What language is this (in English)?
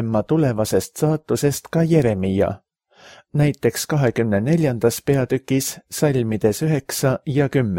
Estonian